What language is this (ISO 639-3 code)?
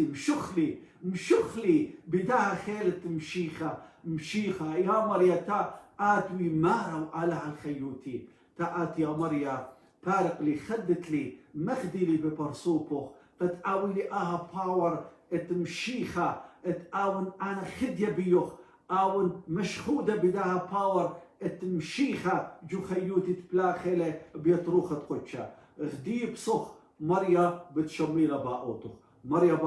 aii